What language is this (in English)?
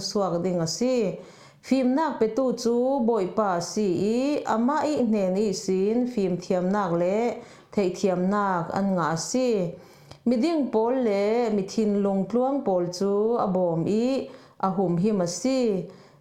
Falam Chin